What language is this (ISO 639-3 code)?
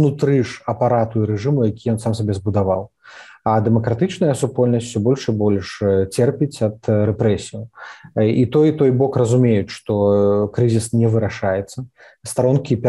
bel